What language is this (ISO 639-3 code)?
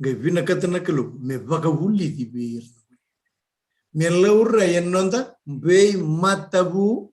fij